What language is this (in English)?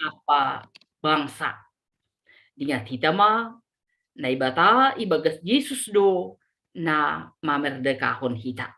Batak Simalungun